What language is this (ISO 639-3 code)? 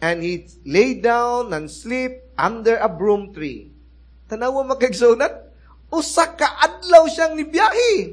ceb